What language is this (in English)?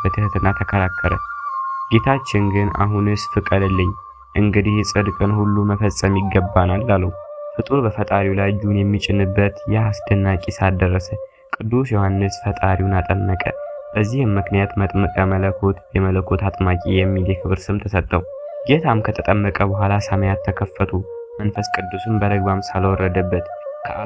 Amharic